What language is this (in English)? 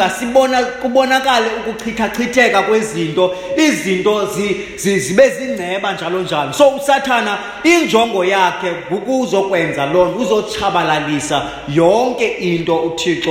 Xhosa